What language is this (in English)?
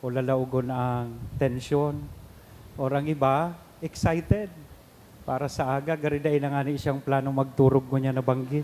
Bikol